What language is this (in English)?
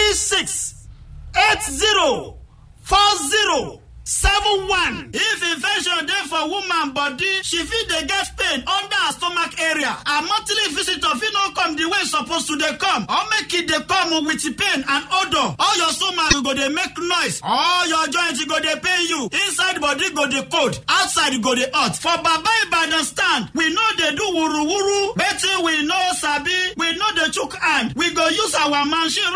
Nigerian Pidgin